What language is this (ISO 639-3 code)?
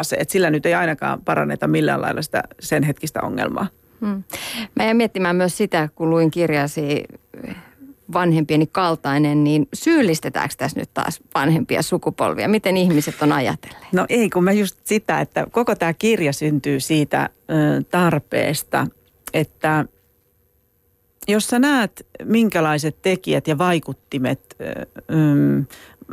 fin